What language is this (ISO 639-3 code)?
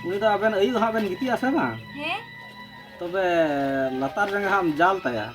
sat